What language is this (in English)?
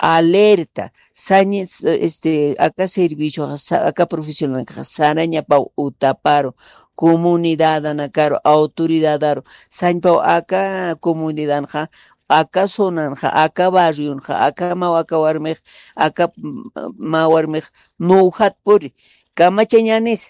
Aymara